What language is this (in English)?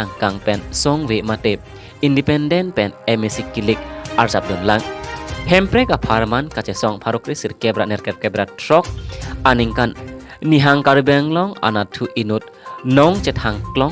Karbi